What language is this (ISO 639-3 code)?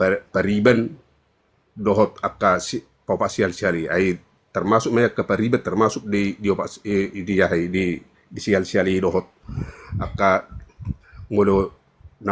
bbc